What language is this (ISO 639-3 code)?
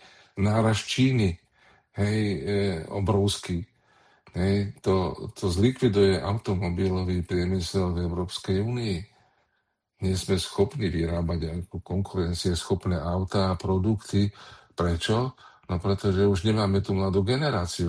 slk